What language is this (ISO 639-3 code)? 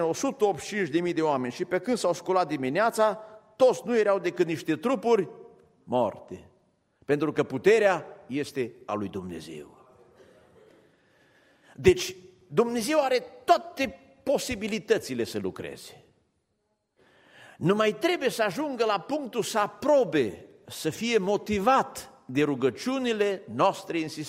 ron